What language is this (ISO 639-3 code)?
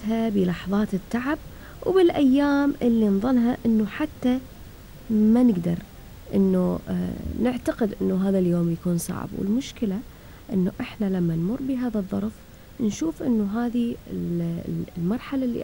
afb